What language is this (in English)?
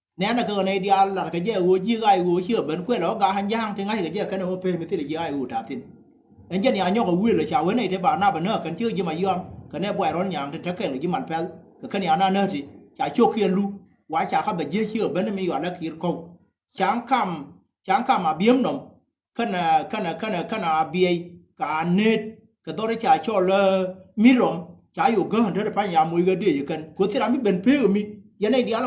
Nuer